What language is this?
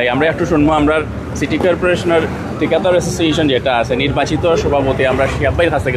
Sylheti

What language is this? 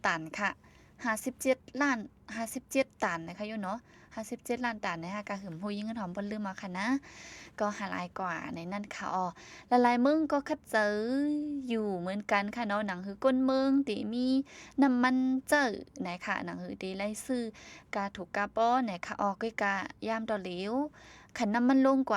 Shan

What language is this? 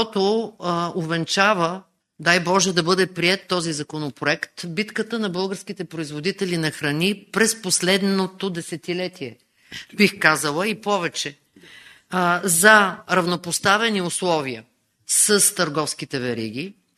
Bulgarian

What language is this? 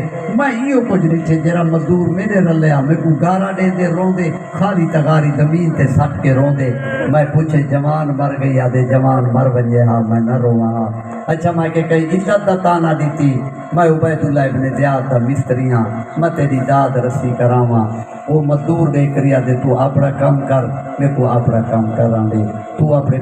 Saraiki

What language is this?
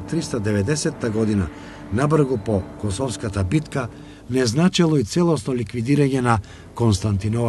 Macedonian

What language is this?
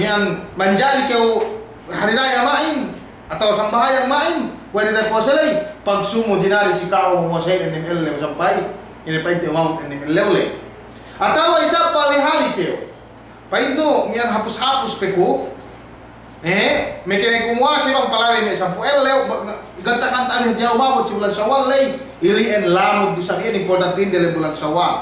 Yakan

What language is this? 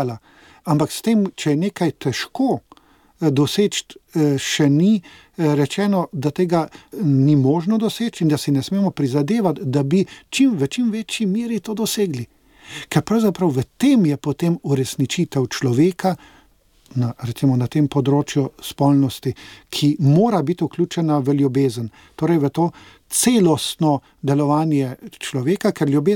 Slovenian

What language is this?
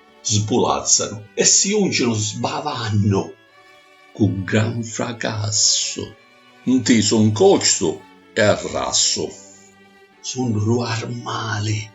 Sicilian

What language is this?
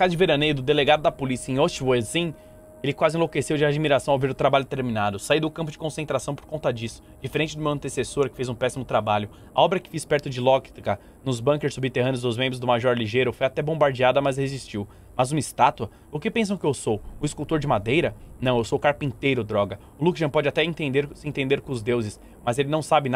Portuguese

